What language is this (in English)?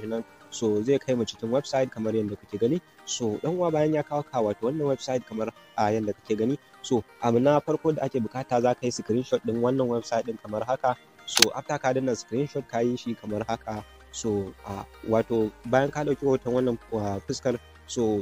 Hausa